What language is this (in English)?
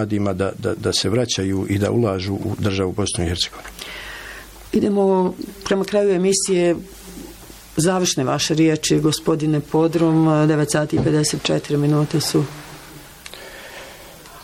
Bosnian